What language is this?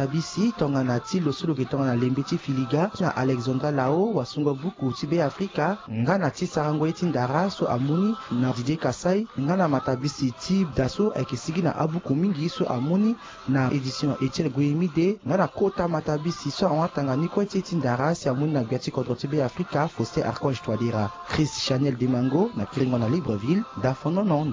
Sango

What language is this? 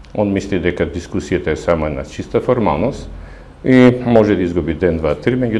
Macedonian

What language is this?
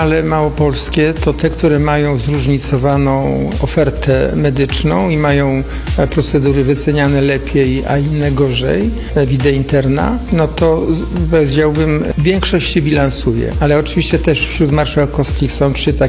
Polish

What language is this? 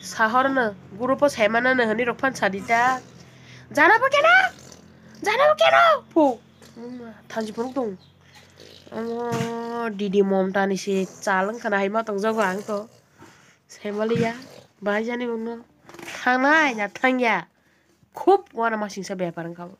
Kok Borok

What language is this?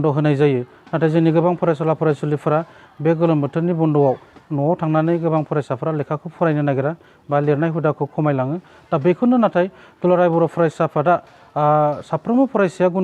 Bodo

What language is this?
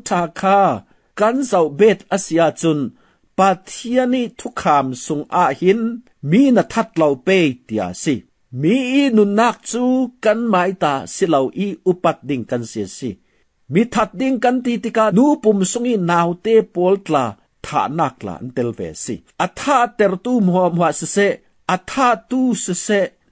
Falam Chin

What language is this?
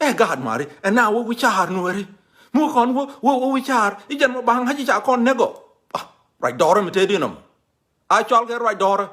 Nuer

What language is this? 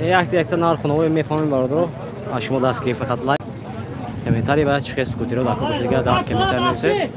Tajik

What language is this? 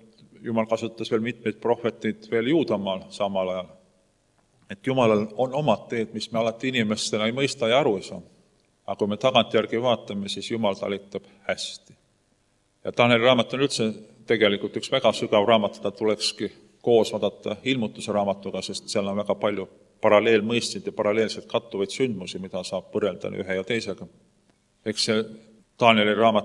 Estonian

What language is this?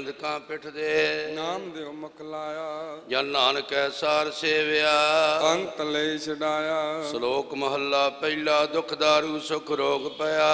Punjabi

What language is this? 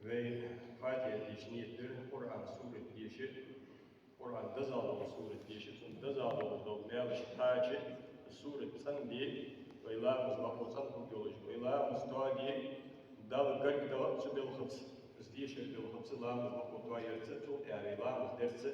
Ingush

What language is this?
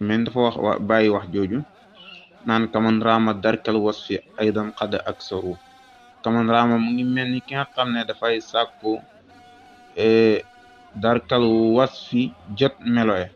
Wolof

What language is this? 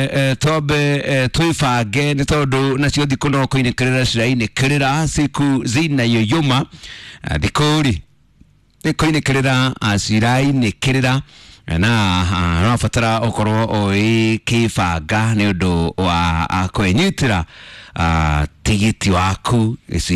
Kikuyu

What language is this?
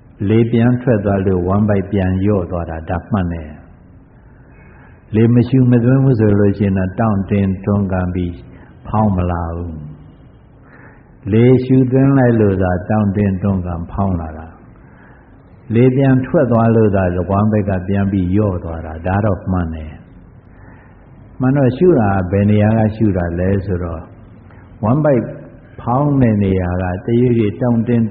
Burmese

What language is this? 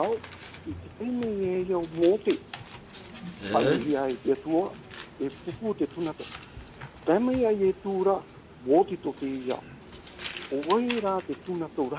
Tahitian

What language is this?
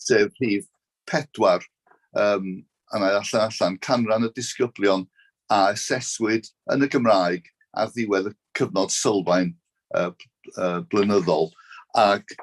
Welsh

